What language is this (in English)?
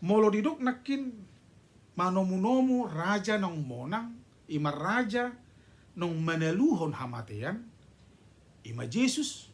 Batak Toba